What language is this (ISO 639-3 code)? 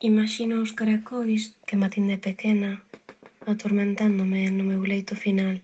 glg